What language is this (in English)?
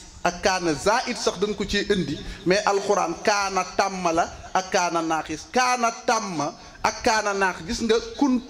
Wolof